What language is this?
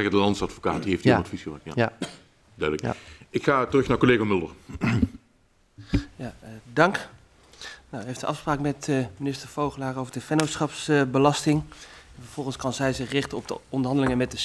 Dutch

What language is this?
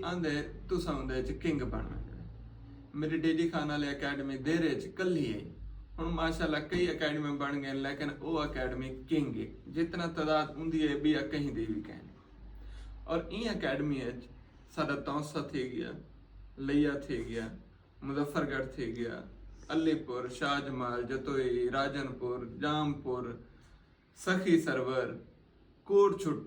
Saraiki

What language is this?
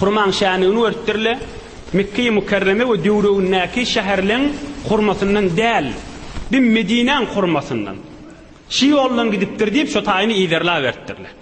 Turkmen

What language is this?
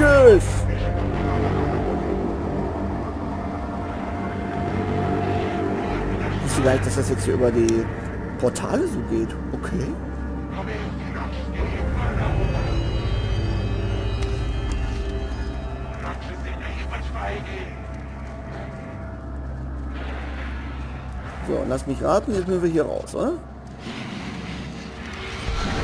German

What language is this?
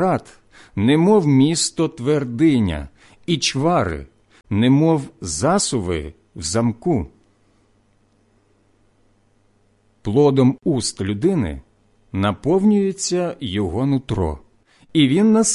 Ukrainian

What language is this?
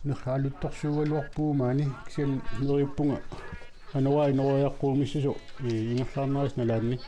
Kalaallisut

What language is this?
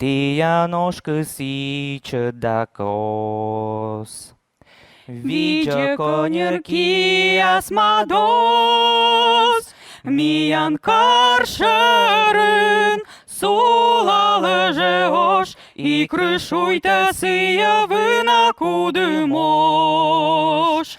Komi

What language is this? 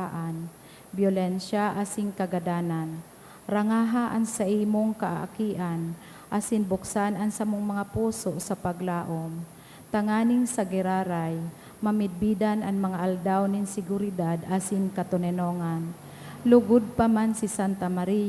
Bikol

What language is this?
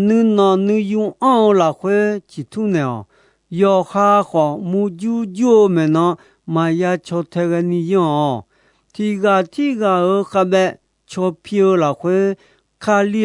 Akha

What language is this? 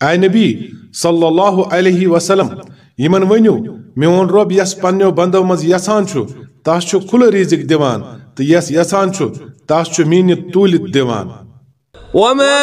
Kashmiri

